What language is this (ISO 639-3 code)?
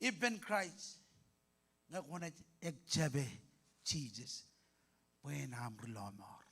mah